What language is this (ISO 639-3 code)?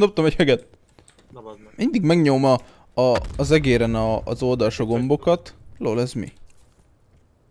hun